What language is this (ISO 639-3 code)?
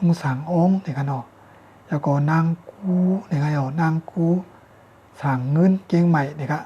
shn